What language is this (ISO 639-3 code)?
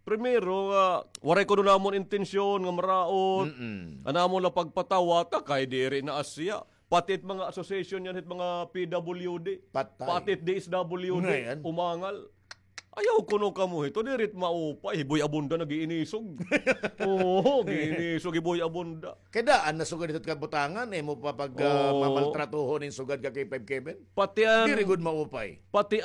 war